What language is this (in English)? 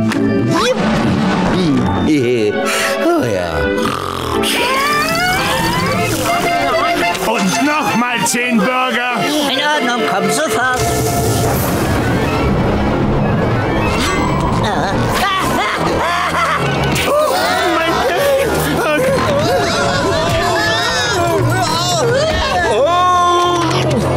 German